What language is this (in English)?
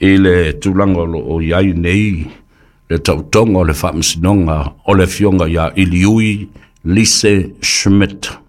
Samoan